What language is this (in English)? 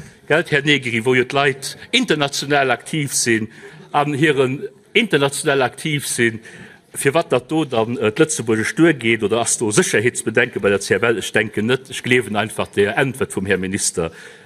Luxembourgish